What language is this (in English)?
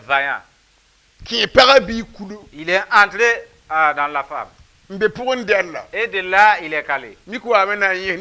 Mossi